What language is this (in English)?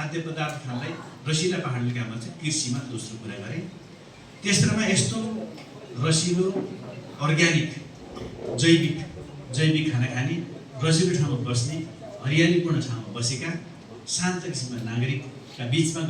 Nepali